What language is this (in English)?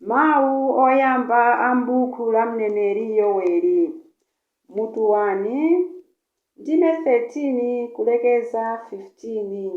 Nyanja